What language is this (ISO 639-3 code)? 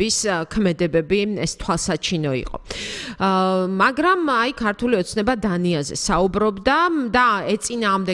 kat